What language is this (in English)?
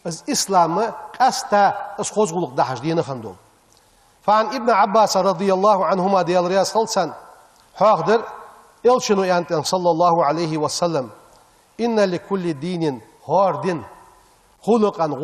Ingush